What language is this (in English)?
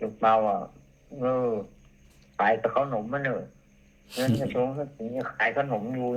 Northern Thai